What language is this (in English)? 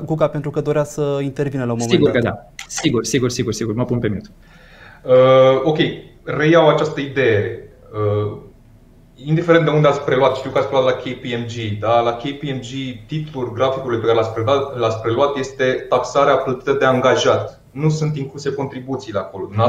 Romanian